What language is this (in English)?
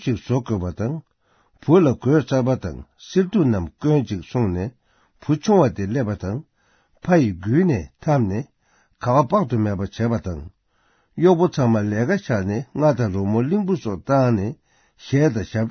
Tibetan